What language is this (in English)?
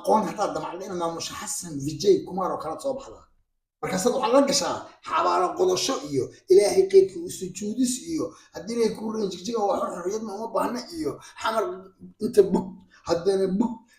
Somali